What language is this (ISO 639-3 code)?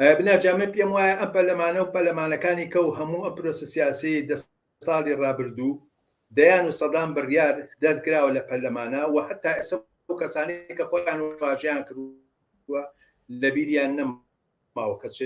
ckb